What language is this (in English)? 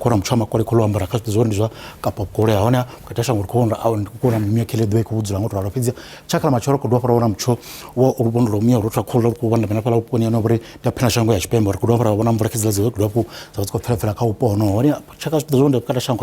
Venda